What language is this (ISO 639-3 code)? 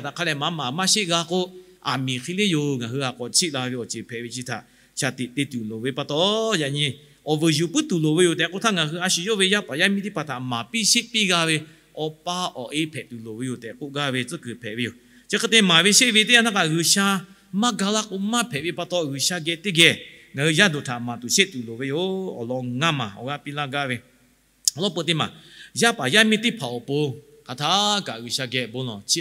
lhu